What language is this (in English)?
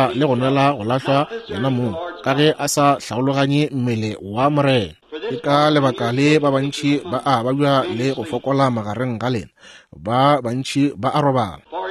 Northern Sotho